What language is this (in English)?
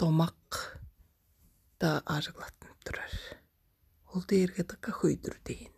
Tuvinian